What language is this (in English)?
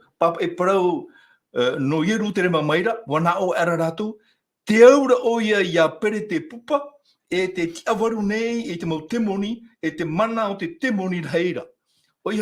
Tahitian